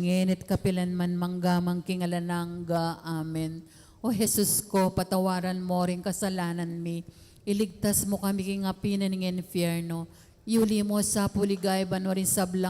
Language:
Pampanga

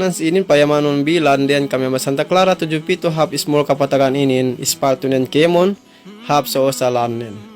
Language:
Yakan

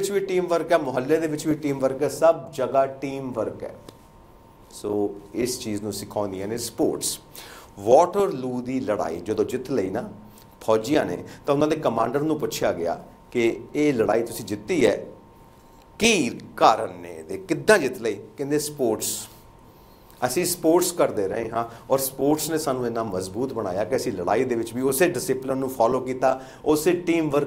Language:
Punjabi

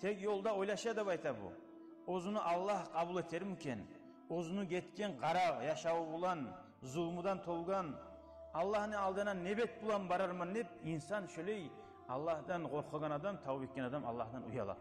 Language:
Kumyk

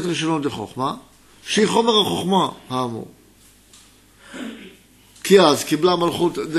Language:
Hebrew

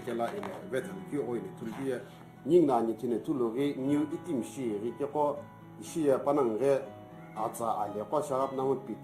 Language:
Sumi Naga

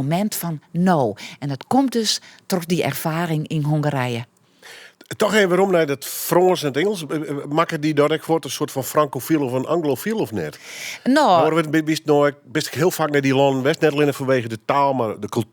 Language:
Western Frisian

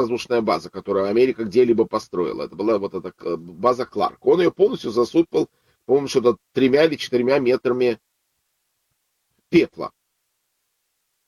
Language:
Russian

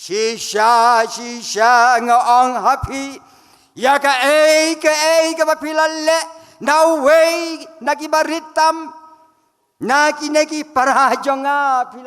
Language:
Khasi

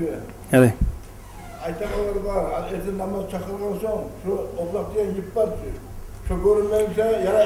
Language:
Kumyk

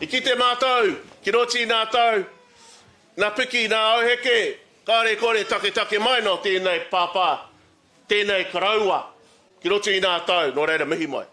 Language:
Māori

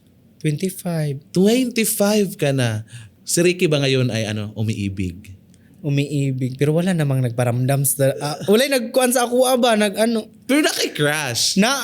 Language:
Cebuano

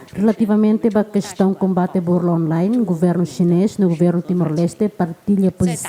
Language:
Tetum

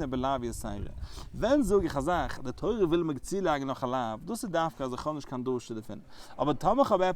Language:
Yiddish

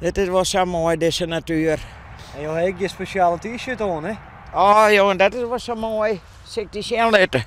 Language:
Western Frisian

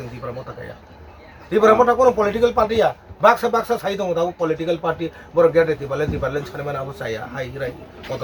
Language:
Kok Borok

